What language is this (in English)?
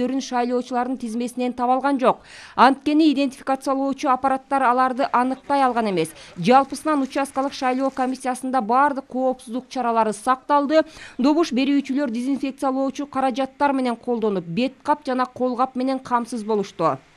Kyrgyz